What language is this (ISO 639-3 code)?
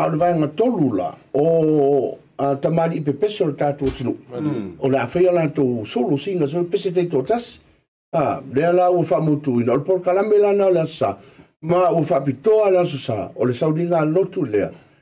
smo